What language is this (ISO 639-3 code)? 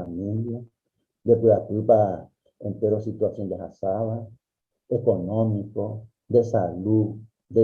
grn